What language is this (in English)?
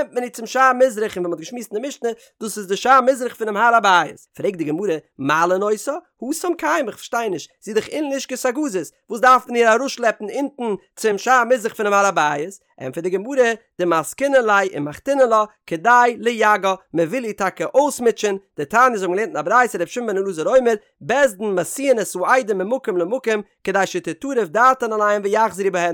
Yiddish